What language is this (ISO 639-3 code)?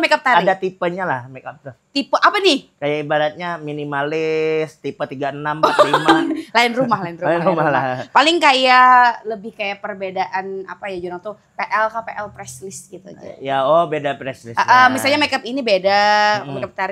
bjn